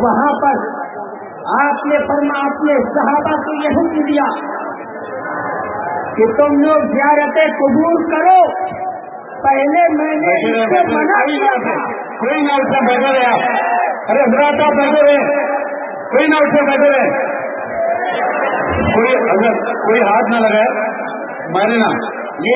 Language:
Urdu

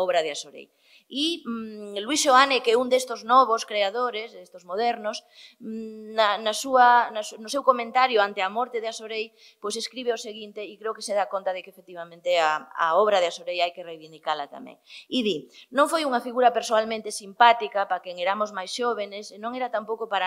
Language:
Galician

